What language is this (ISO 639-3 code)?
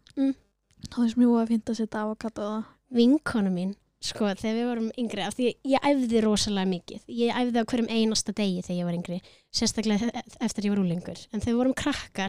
isl